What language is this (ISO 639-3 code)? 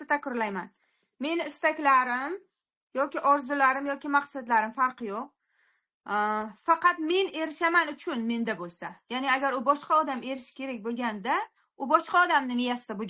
uzb